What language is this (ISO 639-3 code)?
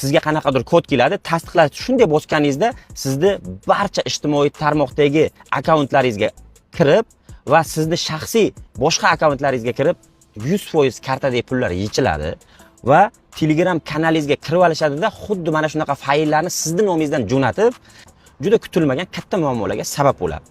uzb